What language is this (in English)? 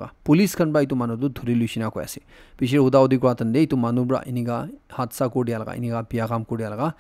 Naga Pidgin